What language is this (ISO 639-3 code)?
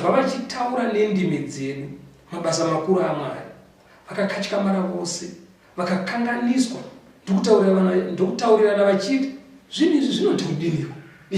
sna